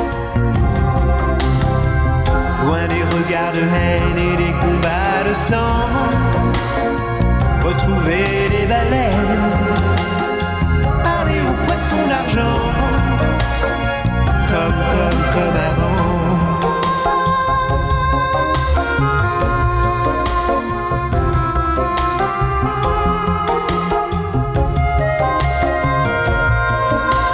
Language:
French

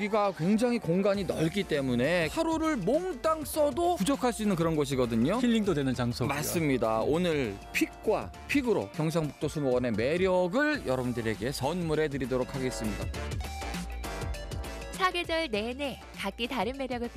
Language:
Korean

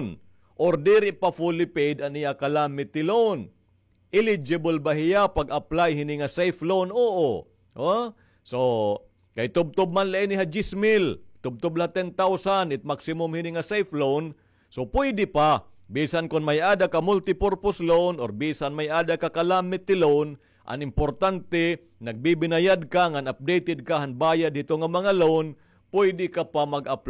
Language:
Waray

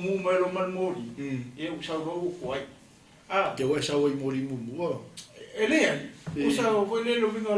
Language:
Samoan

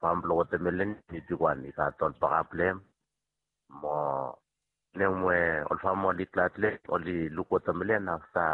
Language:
Bislama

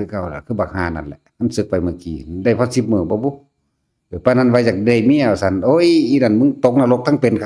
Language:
Northeastern Thai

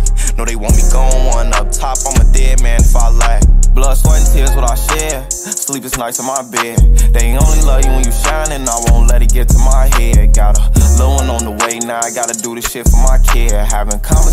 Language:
English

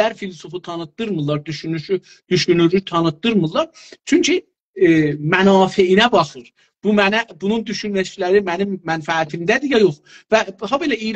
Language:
South Azerbaijani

